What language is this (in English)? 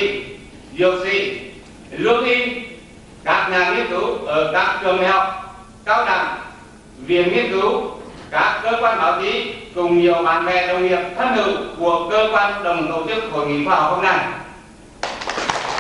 Vietnamese